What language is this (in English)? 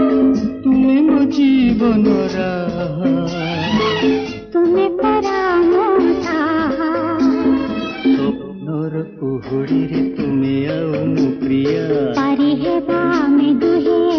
Odia